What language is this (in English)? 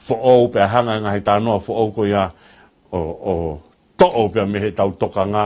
Tongan